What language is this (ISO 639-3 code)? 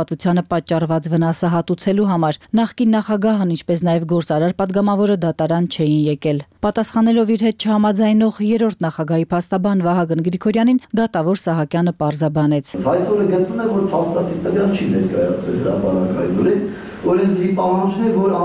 hye